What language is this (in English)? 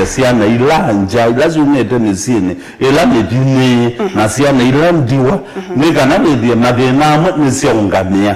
Kamba